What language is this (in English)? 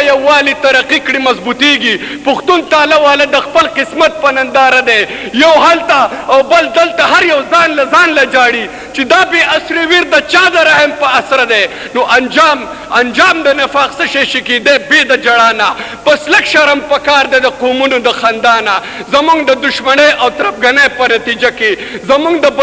Pashto